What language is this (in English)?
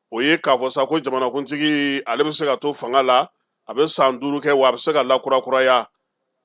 Bambara